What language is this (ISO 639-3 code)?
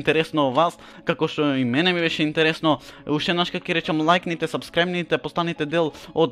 mkd